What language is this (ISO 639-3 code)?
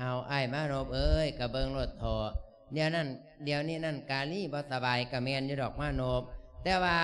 lao